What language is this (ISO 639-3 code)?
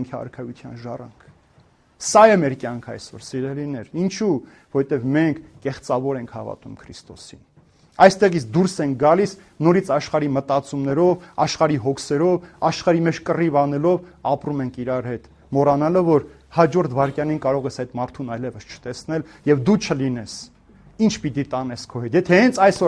hye